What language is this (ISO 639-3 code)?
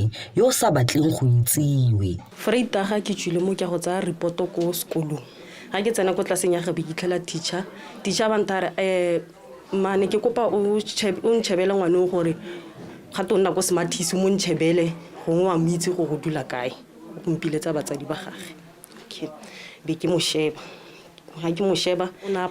tsn